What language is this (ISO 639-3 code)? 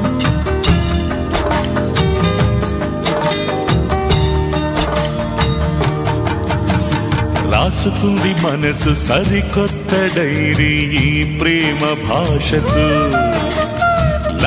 tel